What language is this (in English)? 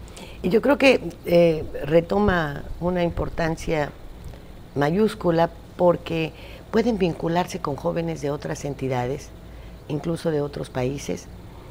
Spanish